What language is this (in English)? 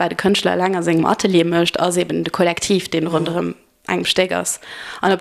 Luxembourgish